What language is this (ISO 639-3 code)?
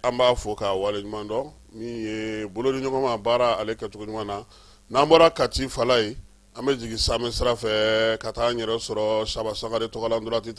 bam